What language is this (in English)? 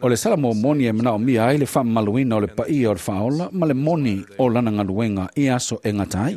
Samoan